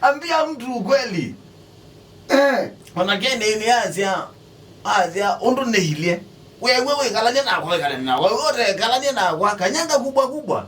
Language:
Kamba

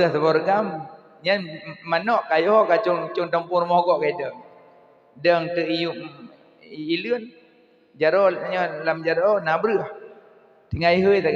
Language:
Achinese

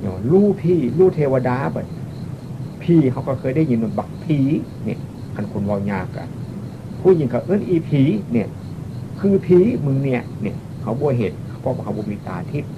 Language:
Northeastern Thai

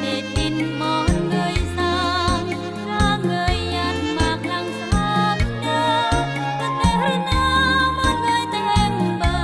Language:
Khmu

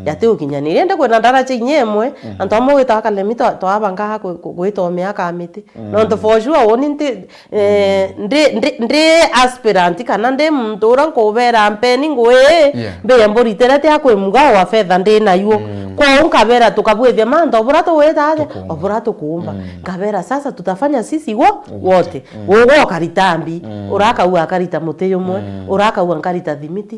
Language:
Meru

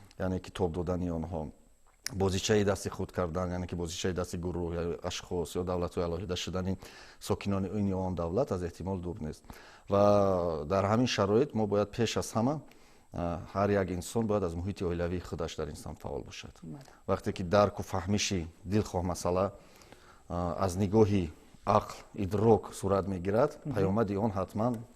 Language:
Tajik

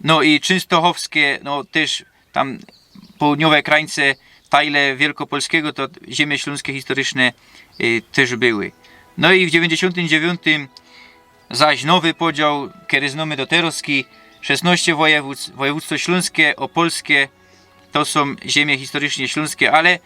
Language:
Silesian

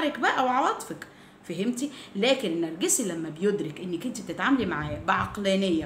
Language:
Egyptian Arabic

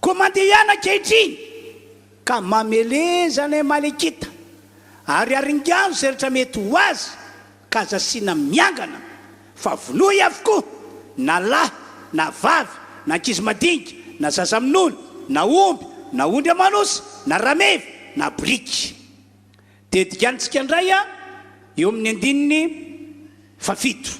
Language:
Malagasy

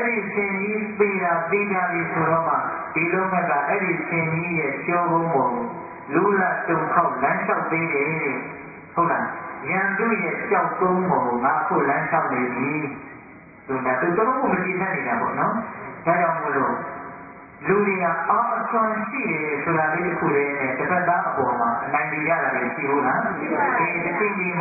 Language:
Burmese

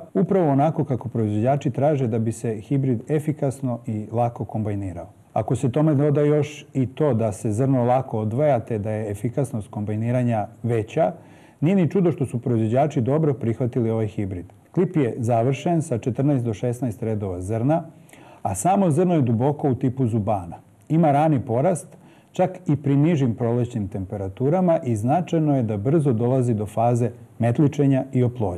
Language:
Serbian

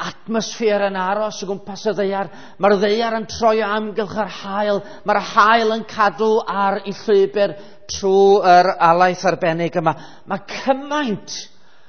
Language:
Welsh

